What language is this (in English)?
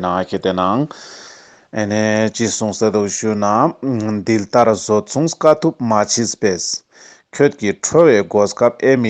Ladakhi